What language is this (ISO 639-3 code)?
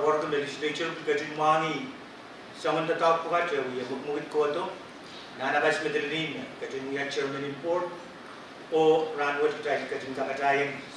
pon